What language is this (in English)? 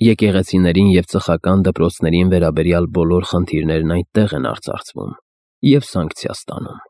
Armenian